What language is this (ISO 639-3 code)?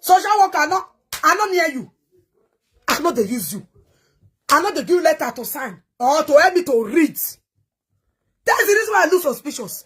pcm